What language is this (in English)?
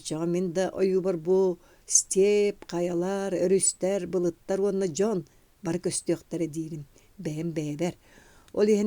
Yakut